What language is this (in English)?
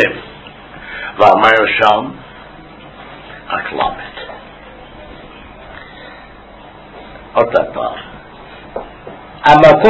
Hebrew